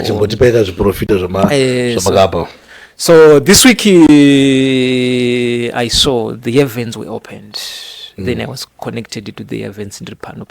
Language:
Shona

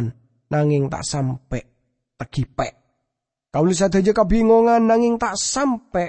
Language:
Madurese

